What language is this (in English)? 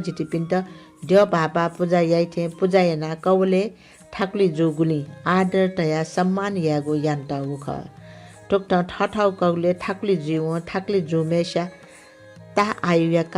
Newari